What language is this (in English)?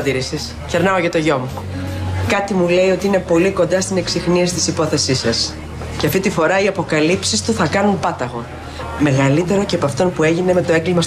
Greek